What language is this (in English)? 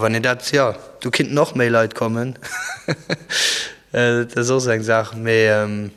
Luxembourgish